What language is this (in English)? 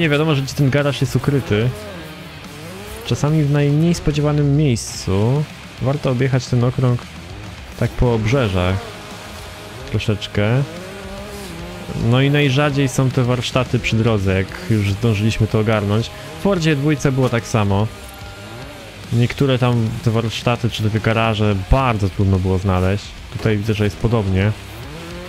Polish